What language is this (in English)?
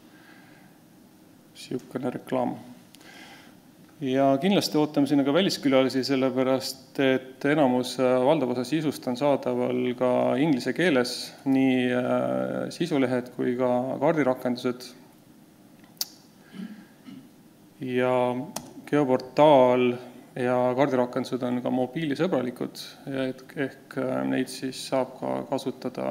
Estonian